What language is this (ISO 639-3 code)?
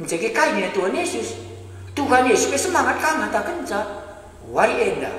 btx